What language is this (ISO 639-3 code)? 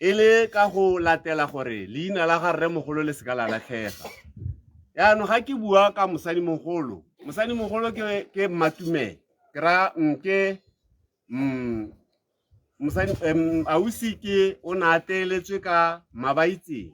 tsn